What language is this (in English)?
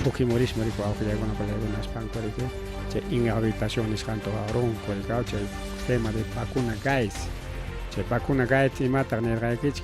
Ayacucho Quechua